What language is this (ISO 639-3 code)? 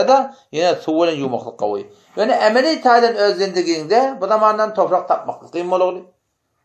tuk